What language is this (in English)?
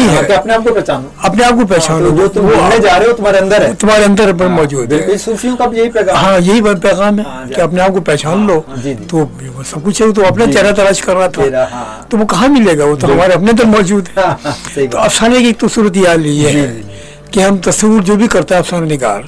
Urdu